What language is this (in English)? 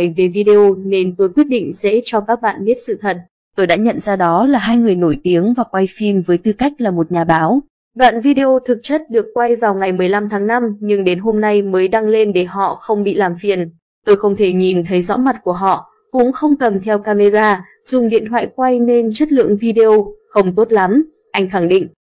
Vietnamese